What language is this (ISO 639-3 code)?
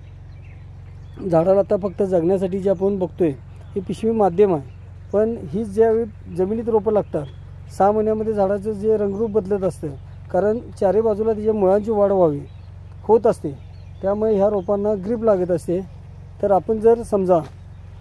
mar